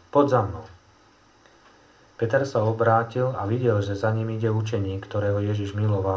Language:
Slovak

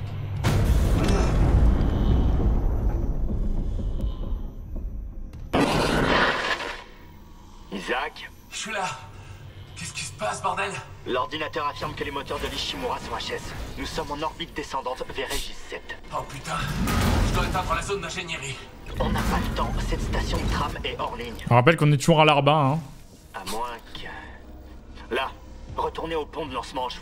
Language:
French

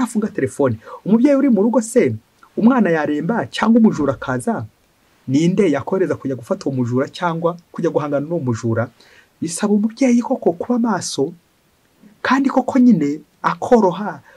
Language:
Kinyarwanda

